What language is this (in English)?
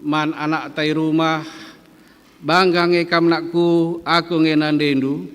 Batak Karo